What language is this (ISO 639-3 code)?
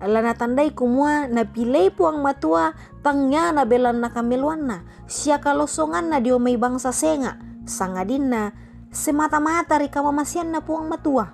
sda